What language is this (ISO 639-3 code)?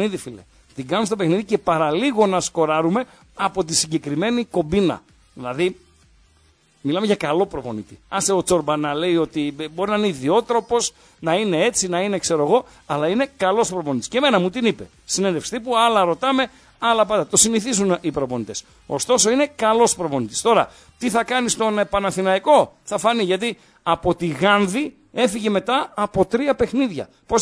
ell